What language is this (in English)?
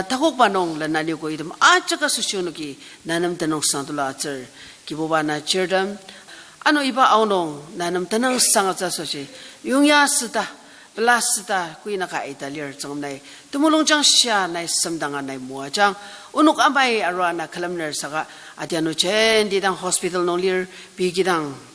Ao Naga